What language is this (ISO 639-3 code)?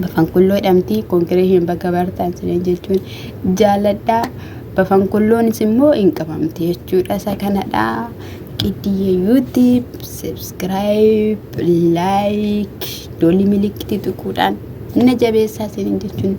orm